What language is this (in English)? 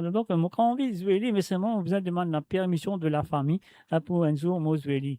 Morisyen